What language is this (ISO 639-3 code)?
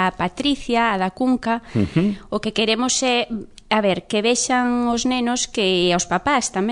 glg